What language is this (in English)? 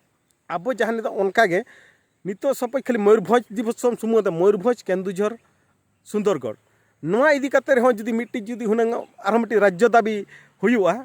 Santali